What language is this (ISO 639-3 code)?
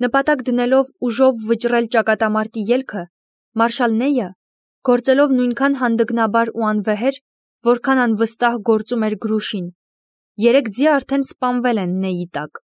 hye